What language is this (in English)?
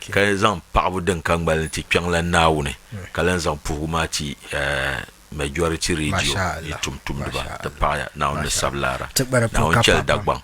Dagbani